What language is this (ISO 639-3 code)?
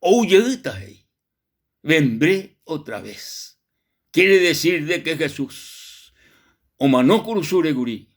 grn